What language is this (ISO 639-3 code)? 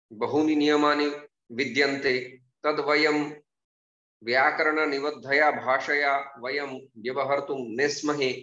san